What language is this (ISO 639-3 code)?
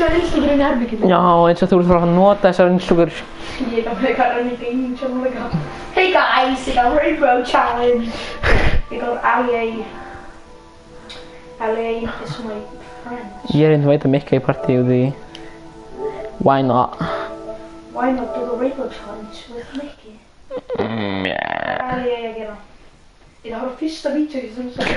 isl